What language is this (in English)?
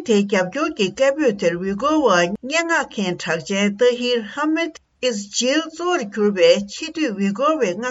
Tibetan